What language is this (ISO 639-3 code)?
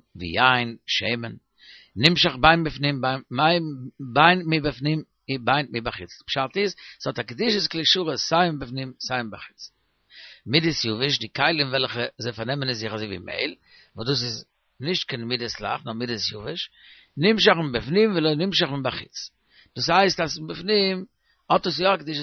yid